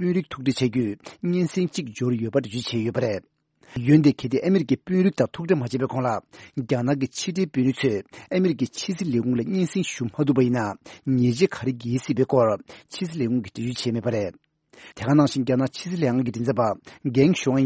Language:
Tibetan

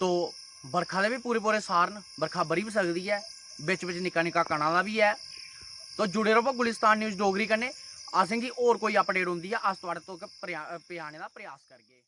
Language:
Dogri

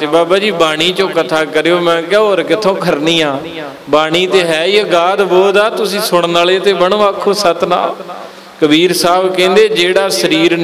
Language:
Punjabi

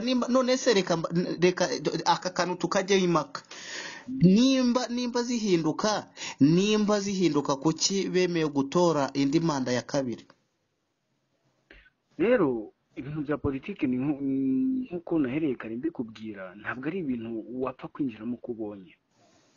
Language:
Kinyarwanda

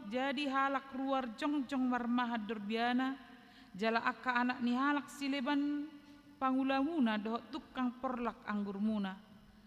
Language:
Batak Toba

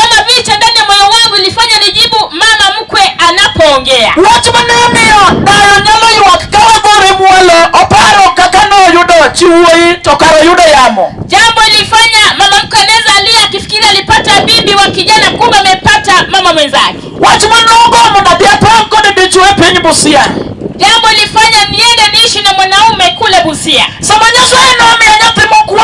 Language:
Luo (Kenya and Tanzania)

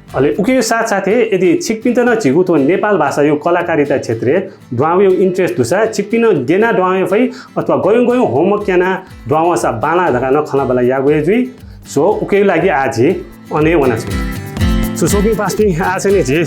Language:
Newari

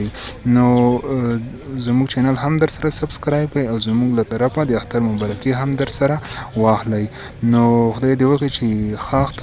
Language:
Pashto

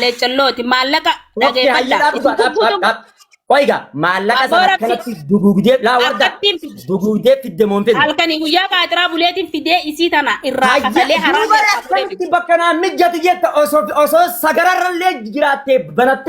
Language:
Oromo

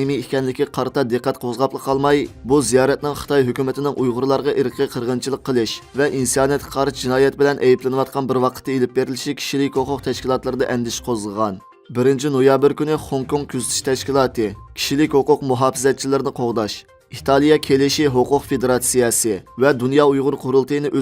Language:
Uyghur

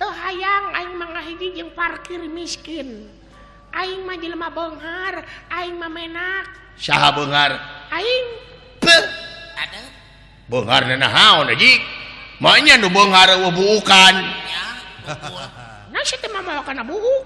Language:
Sundanese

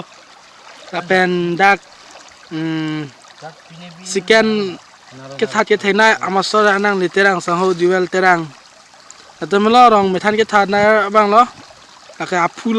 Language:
Karbi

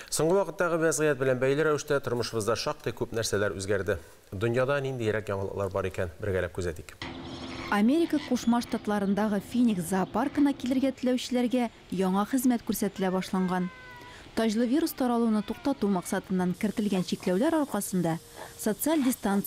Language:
Tatar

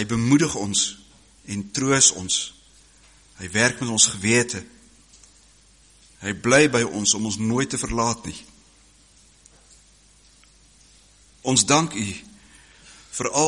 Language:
Afrikaans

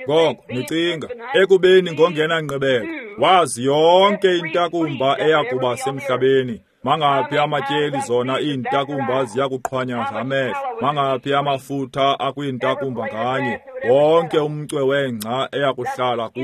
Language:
Xhosa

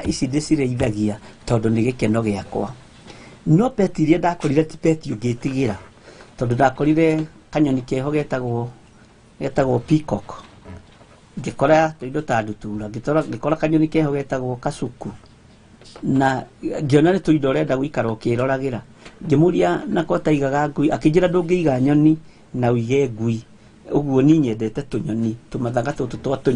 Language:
Kikuyu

